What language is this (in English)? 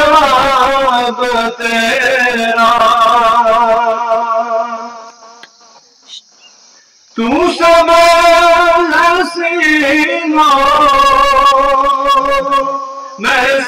Urdu